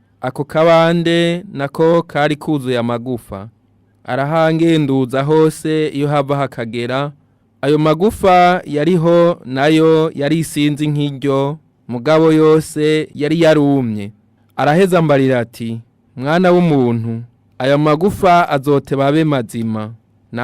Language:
Rundi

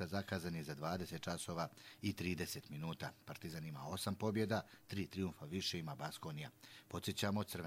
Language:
Croatian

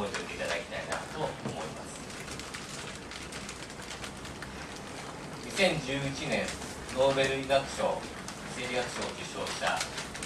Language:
Japanese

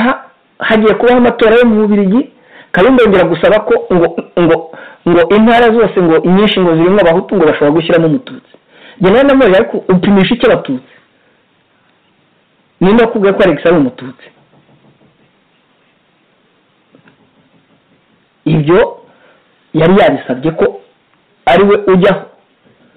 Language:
Kinyarwanda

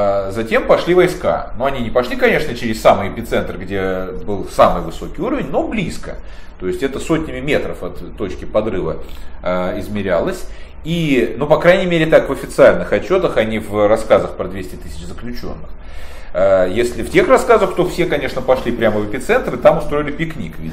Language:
Russian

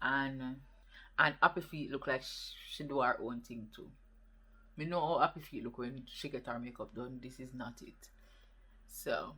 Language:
Jamaican Creole English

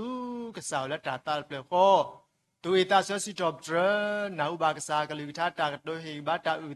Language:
S'gaw Karen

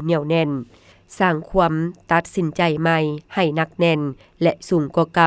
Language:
Lao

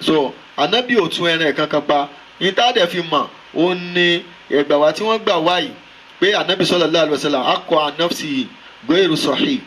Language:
Yoruba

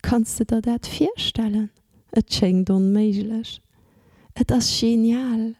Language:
Luxembourgish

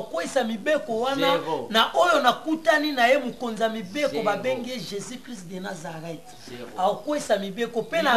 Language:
Lingala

